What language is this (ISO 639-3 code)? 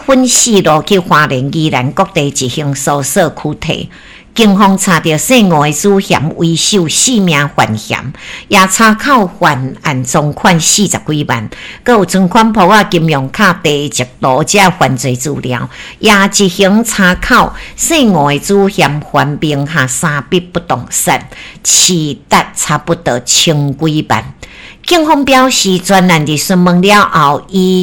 nan